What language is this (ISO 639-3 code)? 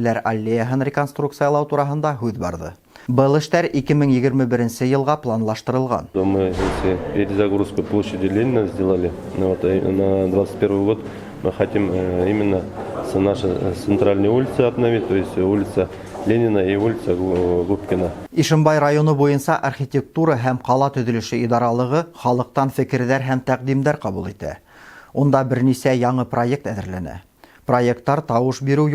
bak